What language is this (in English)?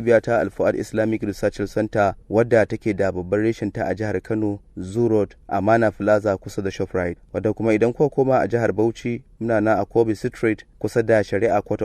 Hausa